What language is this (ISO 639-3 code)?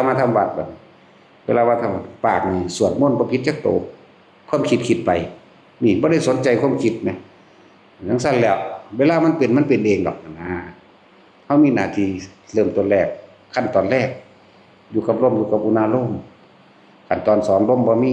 tts